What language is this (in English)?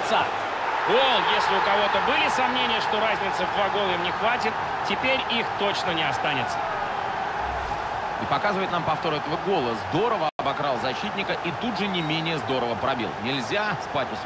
Russian